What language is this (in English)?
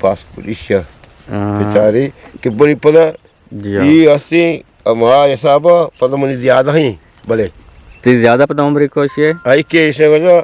Eastern Balochi